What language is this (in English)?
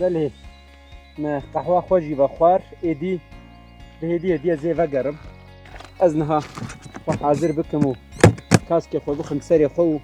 Kurdish